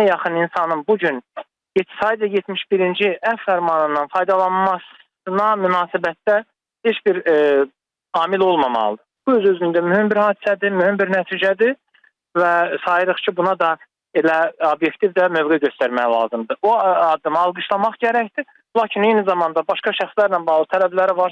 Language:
Azerbaijani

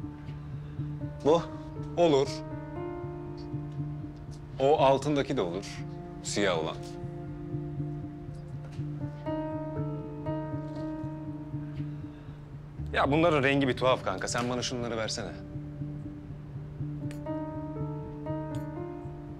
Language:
Turkish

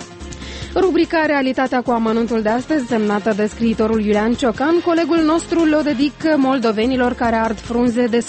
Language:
Romanian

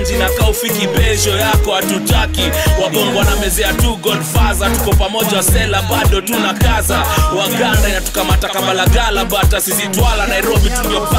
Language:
Swahili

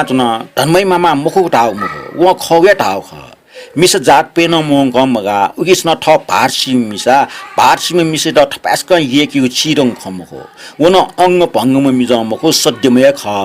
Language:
Newari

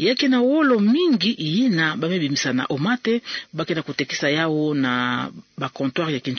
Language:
Kituba (Democratic Republic of Congo)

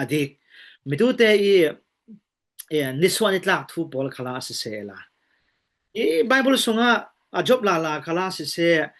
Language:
Falam Chin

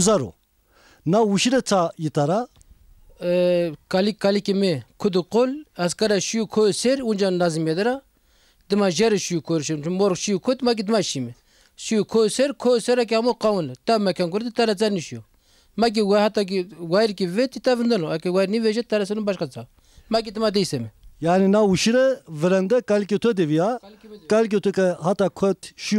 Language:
Zaza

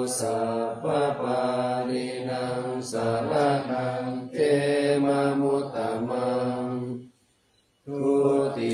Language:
Pali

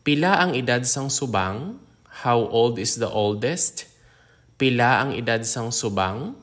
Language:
Hiligaynon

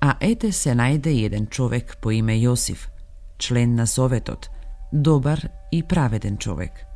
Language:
Macedonian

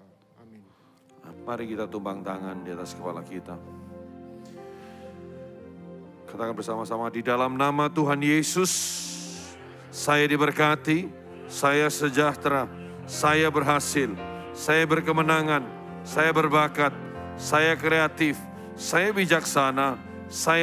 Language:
Indonesian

